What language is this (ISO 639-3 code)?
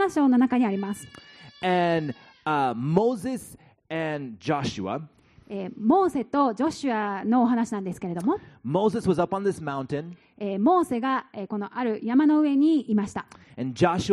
jpn